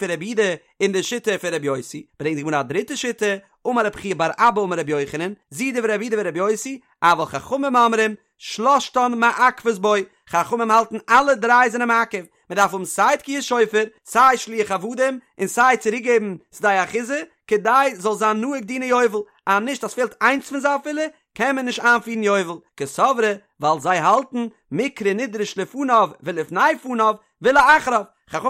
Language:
Yiddish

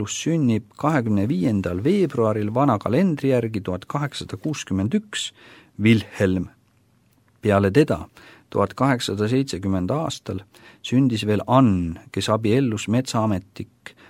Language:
Estonian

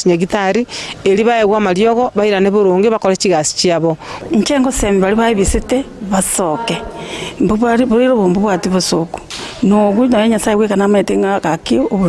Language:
Gusii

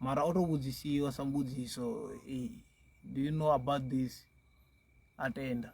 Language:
Venda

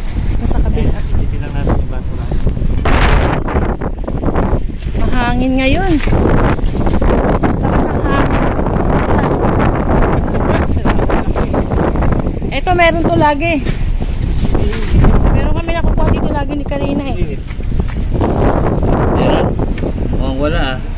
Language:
Filipino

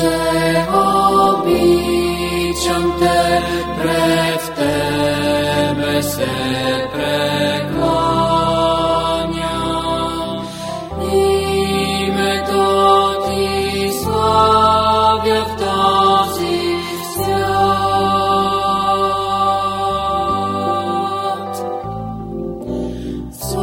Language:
Bulgarian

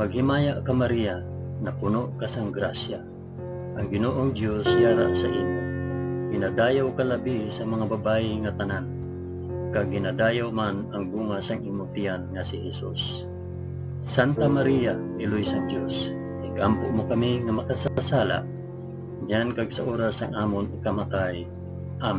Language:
Hiligaynon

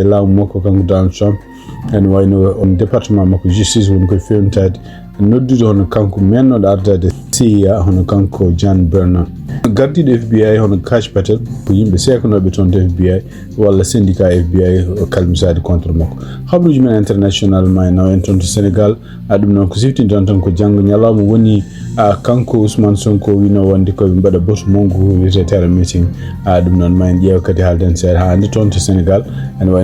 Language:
Fula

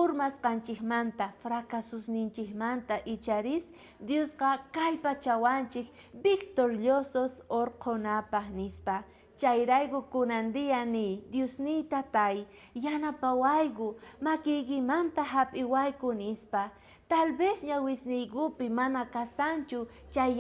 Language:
South Bolivian Quechua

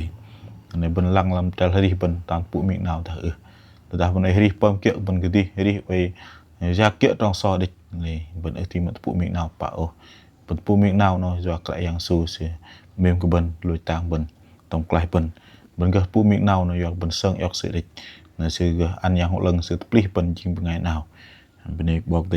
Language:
Bahnar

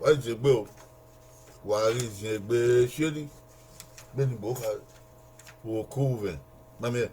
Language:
Bini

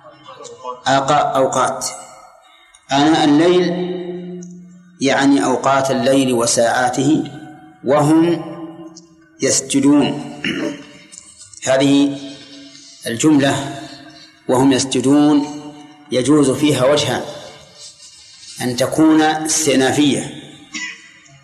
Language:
Arabic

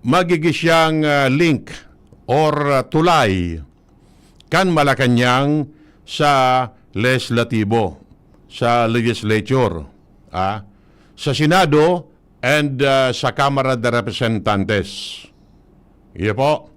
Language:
Bikol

